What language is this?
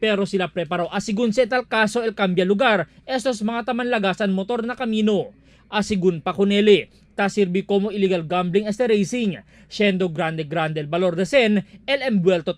Chavacano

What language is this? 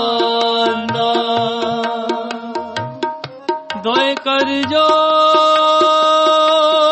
Punjabi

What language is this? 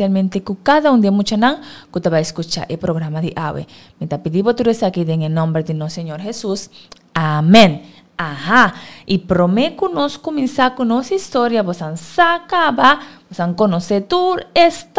Papiamento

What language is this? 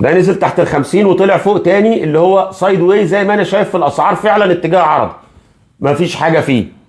Egyptian Arabic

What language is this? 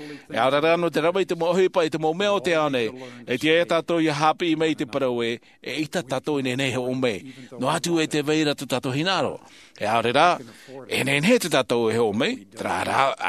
Tahitian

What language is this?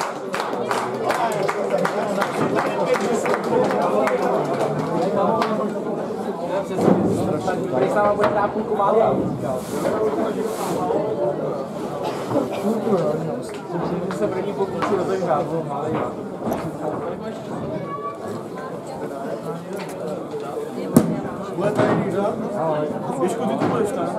Czech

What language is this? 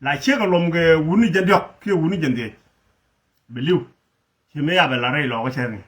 Nuer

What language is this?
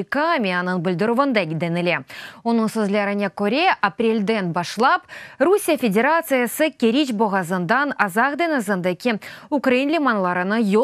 Crimean Tatar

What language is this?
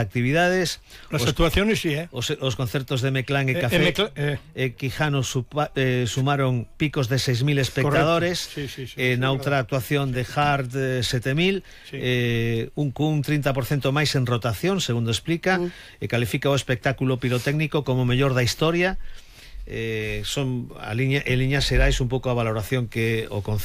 Galician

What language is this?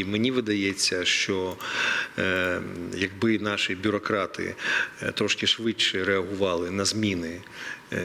Ukrainian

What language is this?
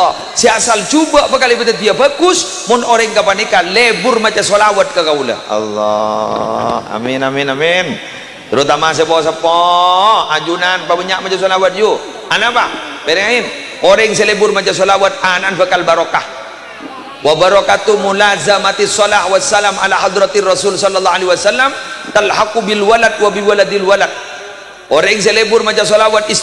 Madurese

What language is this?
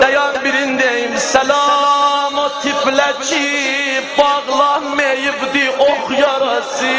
South Azerbaijani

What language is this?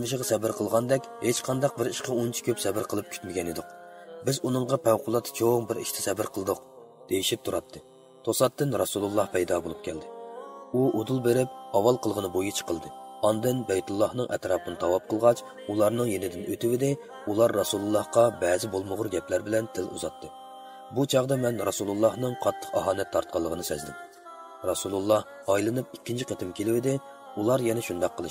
Uyghur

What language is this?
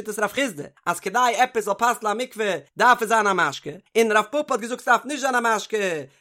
Yiddish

